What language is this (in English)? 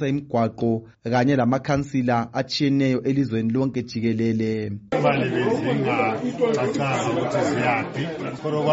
North Ndebele